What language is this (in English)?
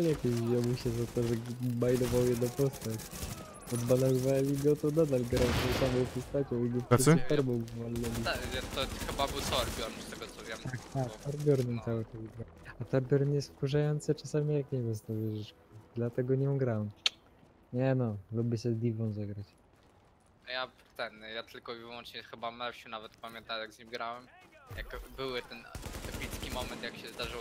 Polish